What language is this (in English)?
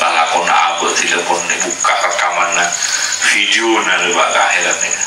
Madurese